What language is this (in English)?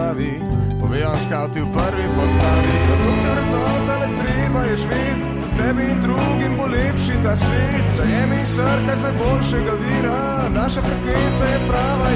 Slovenian